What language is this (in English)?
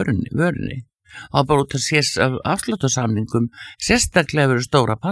Icelandic